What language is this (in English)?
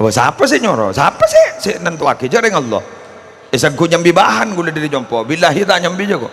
Madurese